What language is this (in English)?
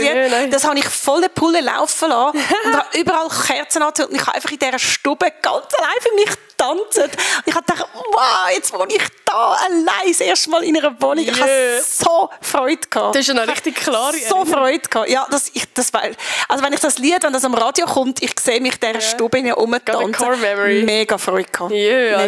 Swiss German